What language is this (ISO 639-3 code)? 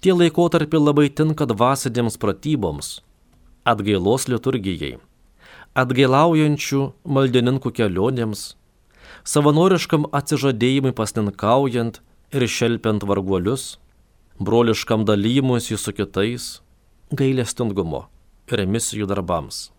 lit